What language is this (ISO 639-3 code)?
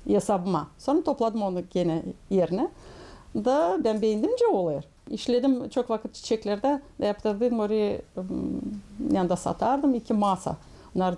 gag